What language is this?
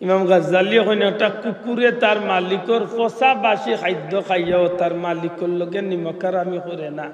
Sylheti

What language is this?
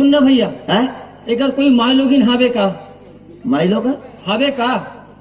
Chhattisgarhi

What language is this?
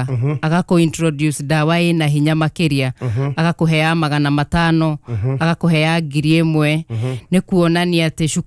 Kikuyu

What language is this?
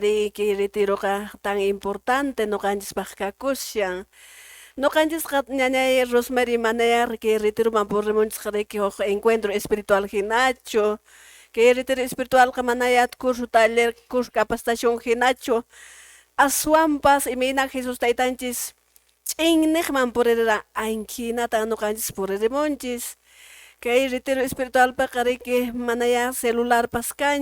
Quechua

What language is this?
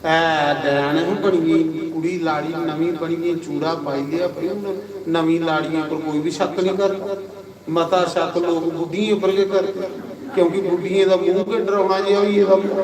Dogri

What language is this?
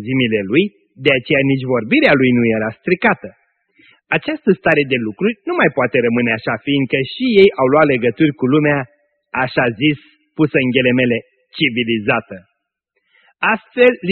Romanian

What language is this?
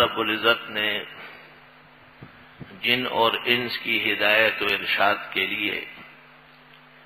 Urdu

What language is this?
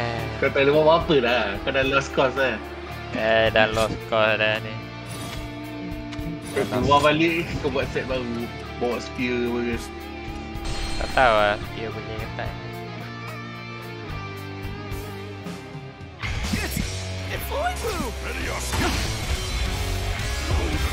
Malay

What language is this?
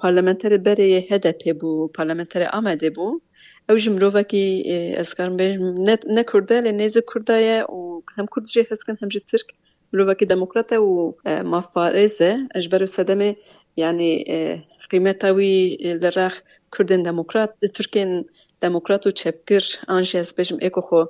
Kurdish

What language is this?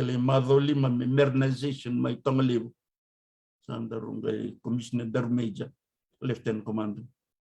Fijian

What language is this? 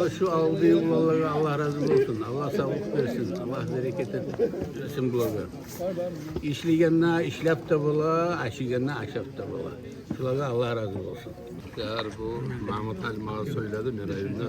Kumyk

